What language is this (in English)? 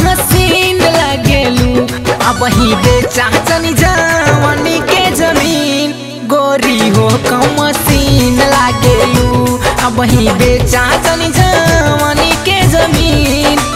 Bhojpuri